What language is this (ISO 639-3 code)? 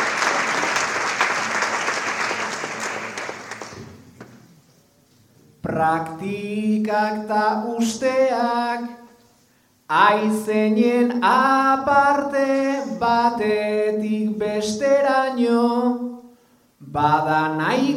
eus